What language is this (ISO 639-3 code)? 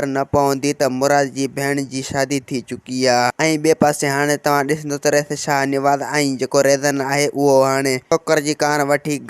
snd